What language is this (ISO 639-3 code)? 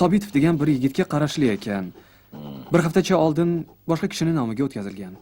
uzb